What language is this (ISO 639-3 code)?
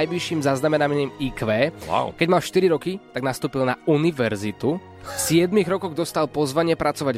slk